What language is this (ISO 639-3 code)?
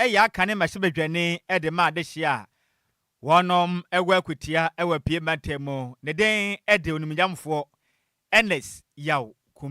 aka